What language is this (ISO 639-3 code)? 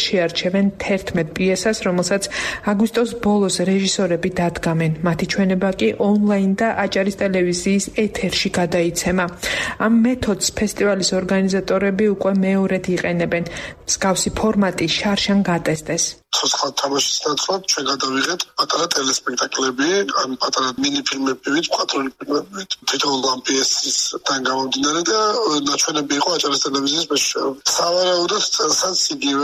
kat